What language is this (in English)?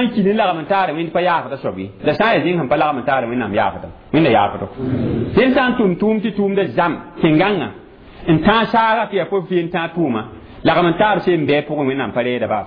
Mossi